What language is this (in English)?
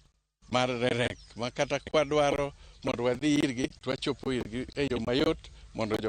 Luo (Kenya and Tanzania)